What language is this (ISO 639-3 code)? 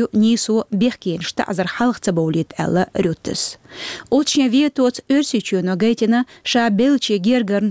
che